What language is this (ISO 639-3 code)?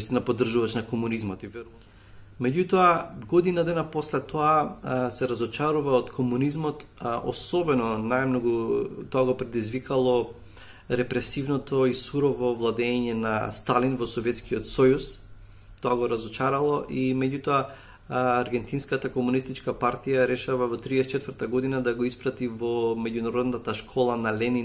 mkd